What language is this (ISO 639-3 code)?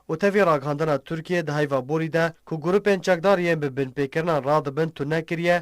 kur